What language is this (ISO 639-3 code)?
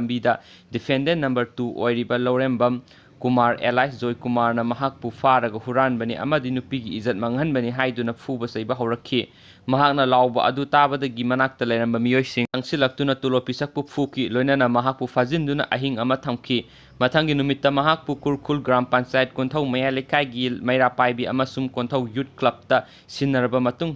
mni